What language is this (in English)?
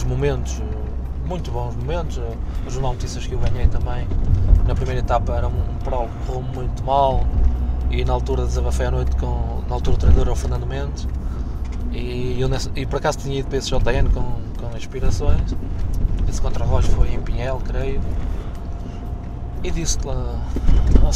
Portuguese